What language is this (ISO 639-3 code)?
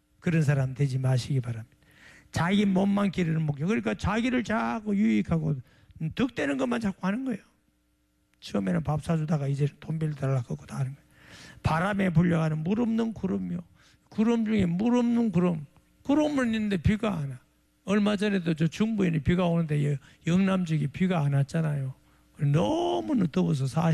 kor